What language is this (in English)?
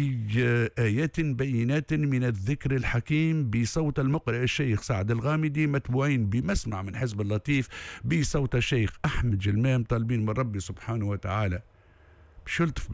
Tunisian Arabic